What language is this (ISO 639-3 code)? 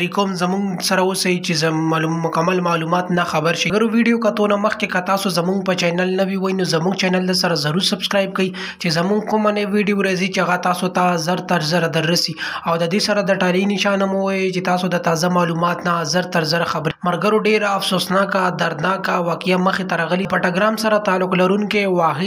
pus